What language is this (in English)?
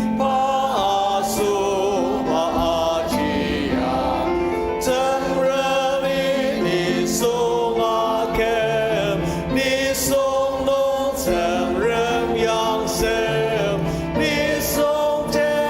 Ao Naga